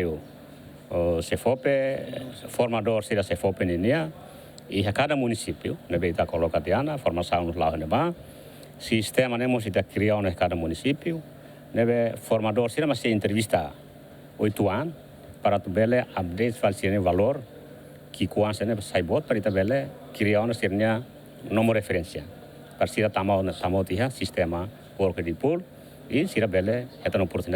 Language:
Tetum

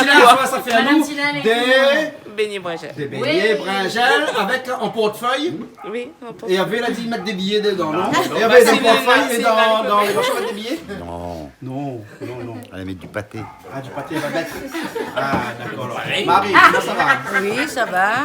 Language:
Réunion Creole French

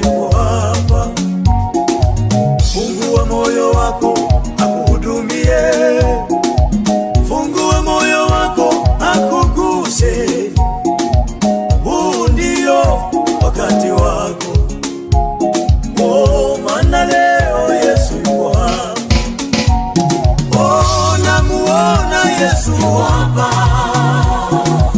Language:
Swahili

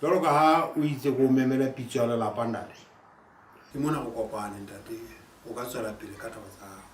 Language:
Southern Sotho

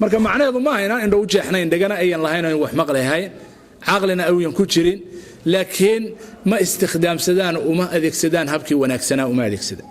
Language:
Somali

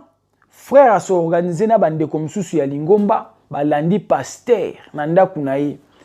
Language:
Lingala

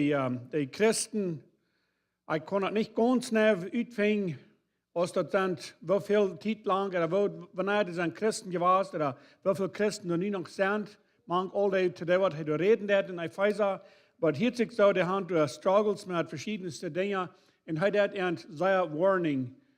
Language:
Plautdietsch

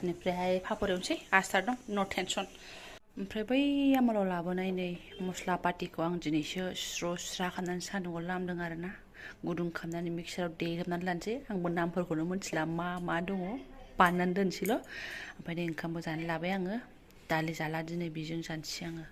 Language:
Bodo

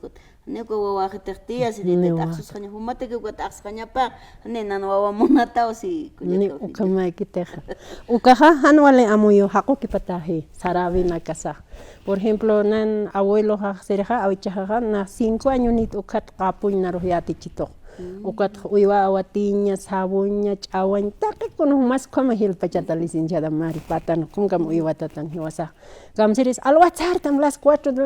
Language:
Aymara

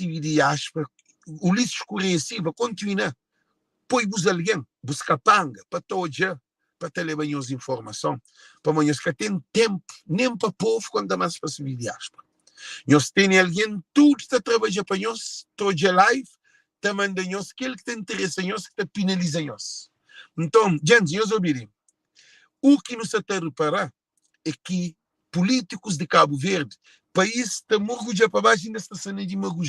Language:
Kabuverdianu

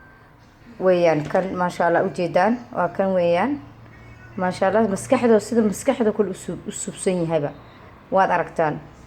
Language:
Somali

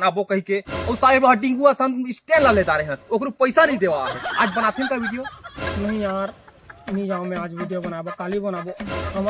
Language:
Chhattisgarhi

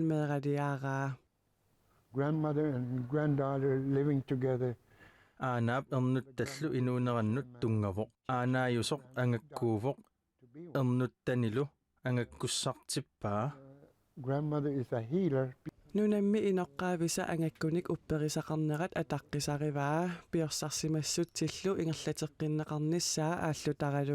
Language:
Kalaallisut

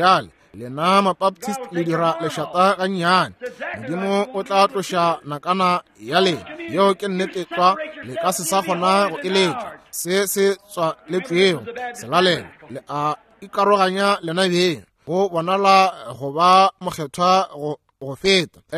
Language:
Northern Sotho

